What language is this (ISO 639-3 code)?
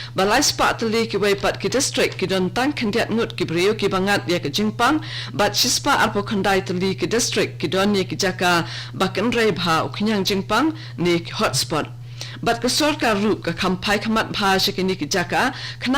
kha